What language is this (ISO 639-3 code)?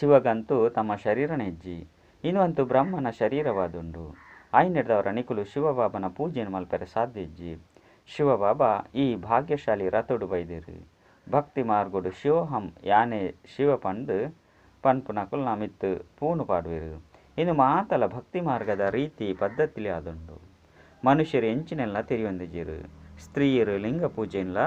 tcy